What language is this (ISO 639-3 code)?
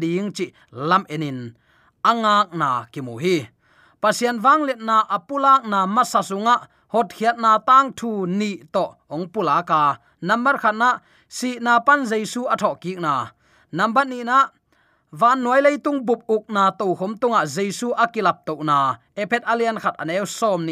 ctd